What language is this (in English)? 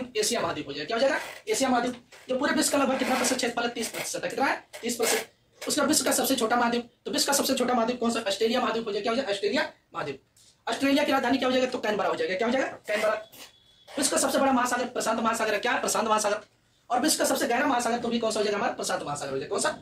Hindi